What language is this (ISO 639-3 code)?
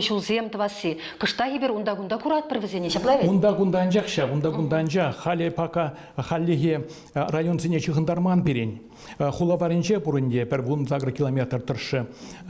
chv